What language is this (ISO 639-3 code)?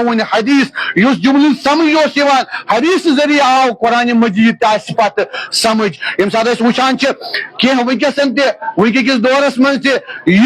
kas